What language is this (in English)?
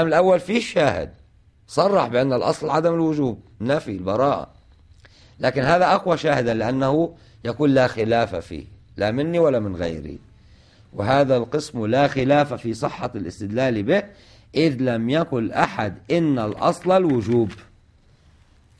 Arabic